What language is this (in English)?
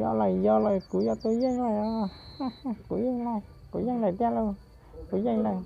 Hmong